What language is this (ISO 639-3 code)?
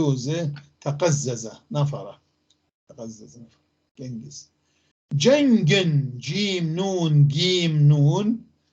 apc